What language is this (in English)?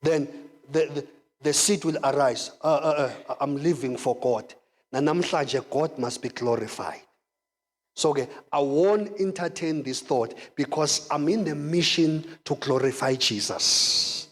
Zulu